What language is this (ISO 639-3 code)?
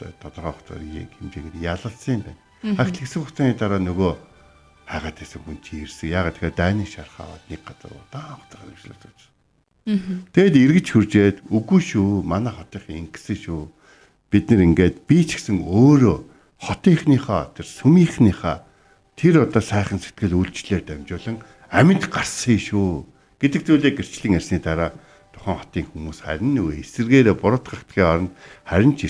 mon